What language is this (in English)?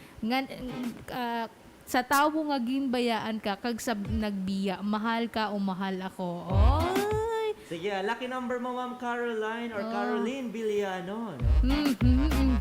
Hiligaynon